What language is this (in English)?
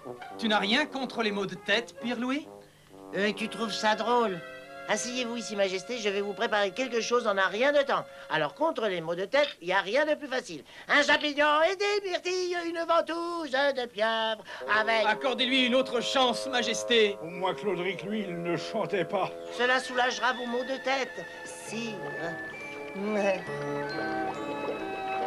French